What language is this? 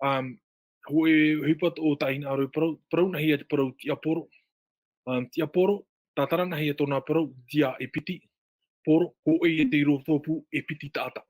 Tahitian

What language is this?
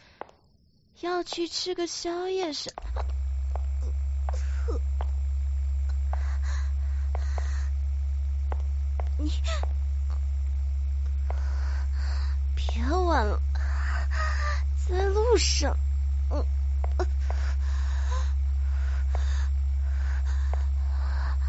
Chinese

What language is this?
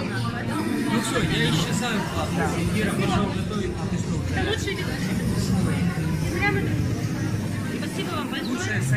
Russian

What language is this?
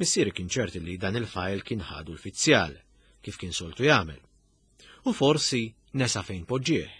Maltese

